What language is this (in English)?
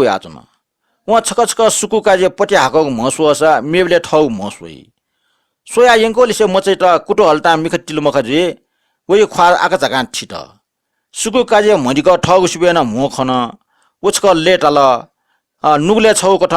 Newari